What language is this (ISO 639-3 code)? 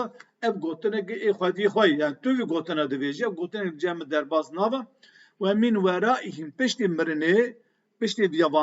kur